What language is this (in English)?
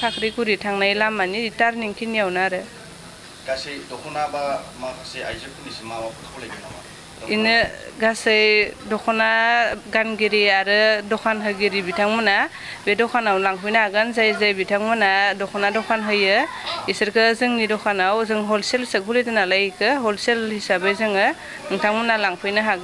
Bodo